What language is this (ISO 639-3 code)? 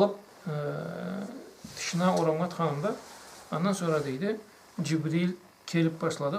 krc